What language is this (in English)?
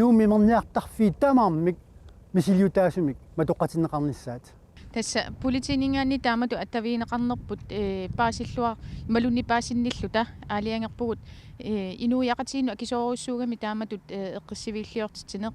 Kalaallisut